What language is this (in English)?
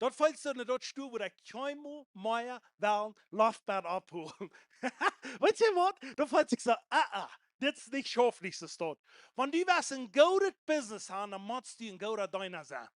Plautdietsch